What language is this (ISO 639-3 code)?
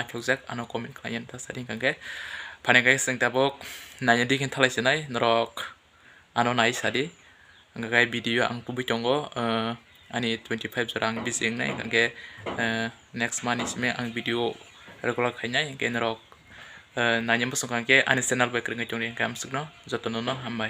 trp